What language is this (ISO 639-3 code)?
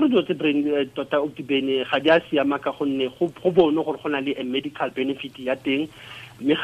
tsn